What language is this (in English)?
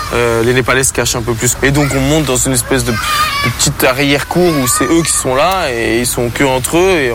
French